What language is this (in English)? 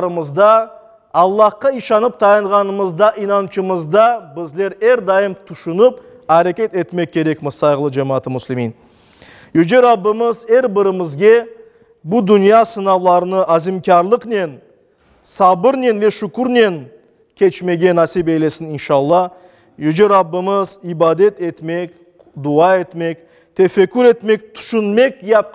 Crimean Tatar